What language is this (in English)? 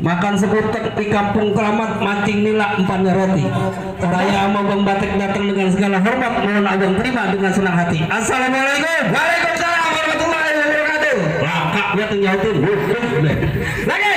Betawi